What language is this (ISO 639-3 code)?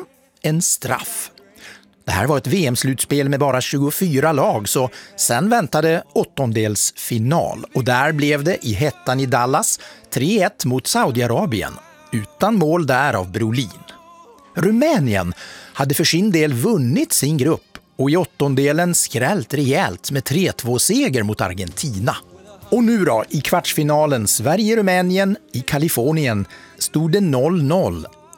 swe